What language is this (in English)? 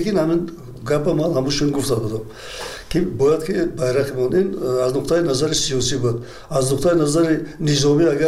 Tajik